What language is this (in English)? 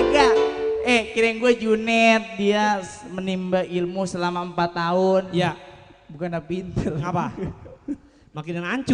Betawi